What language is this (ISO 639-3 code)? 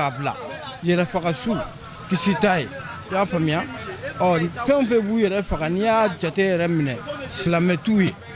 bam